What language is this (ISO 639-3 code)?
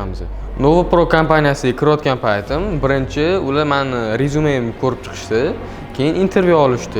uzb